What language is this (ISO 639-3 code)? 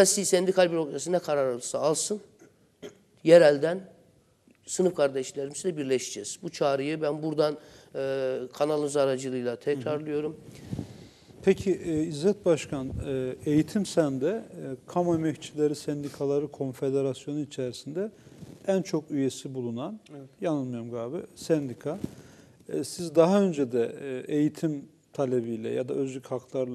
tur